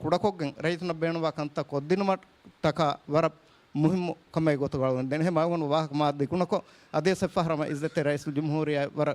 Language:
Divehi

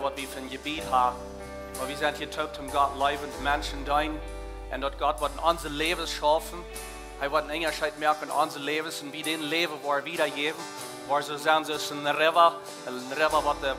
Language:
Plautdietsch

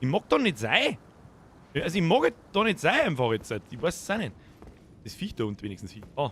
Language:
Bavarian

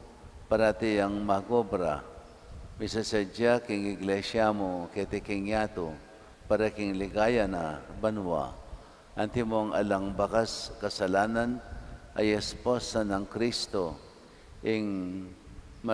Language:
Pampanga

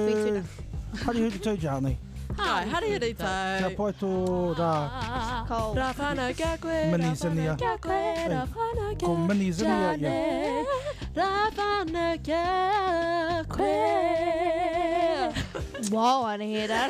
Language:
Māori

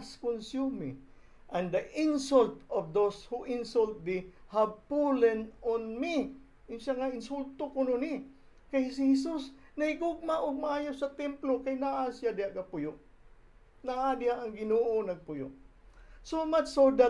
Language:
Cebuano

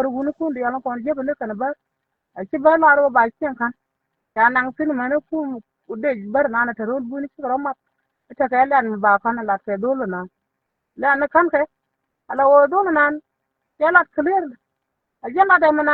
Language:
Nuer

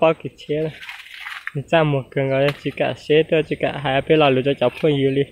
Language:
Hmong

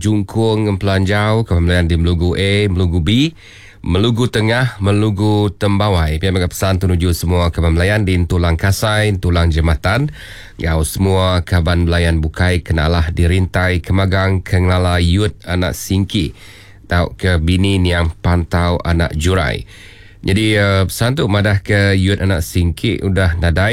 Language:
Iban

